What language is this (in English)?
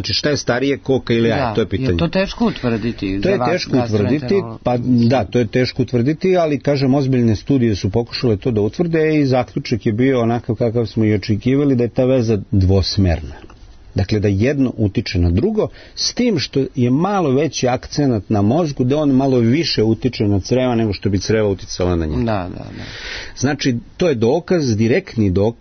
Serbian